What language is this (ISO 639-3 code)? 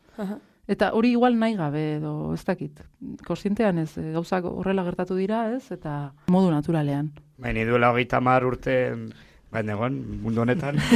eus